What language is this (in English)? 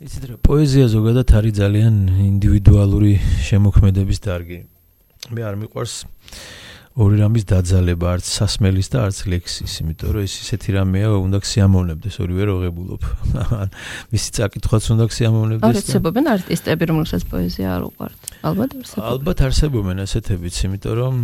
Georgian